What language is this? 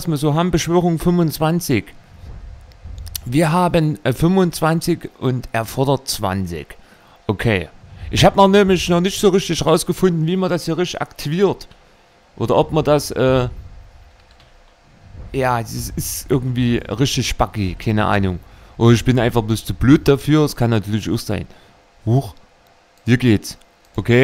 German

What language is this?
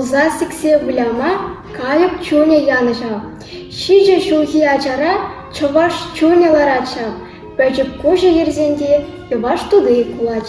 Chuvash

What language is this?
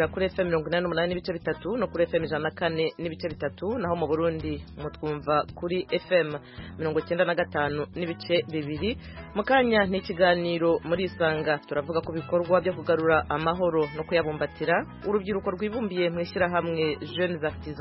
Kinyarwanda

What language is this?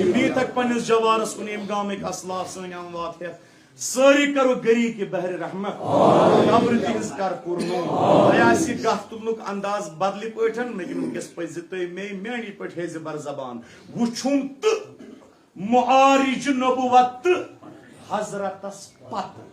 Kashmiri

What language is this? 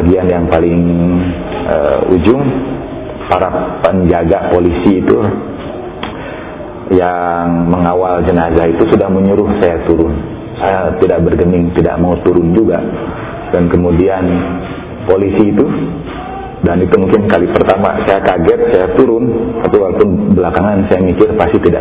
Indonesian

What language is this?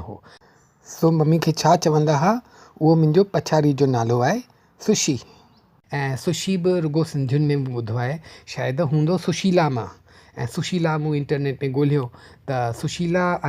Sindhi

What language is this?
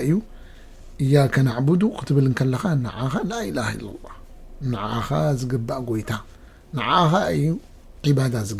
Tigrinya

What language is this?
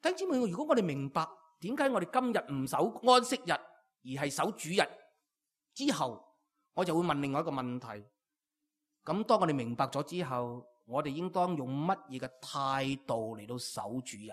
Cantonese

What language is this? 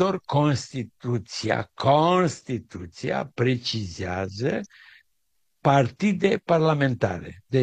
Romanian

